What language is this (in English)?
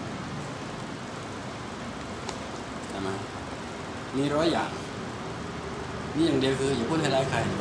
Thai